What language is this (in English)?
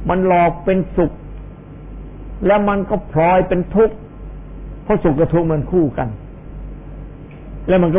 Thai